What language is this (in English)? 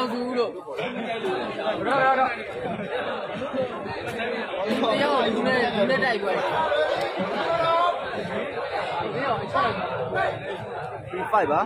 Burmese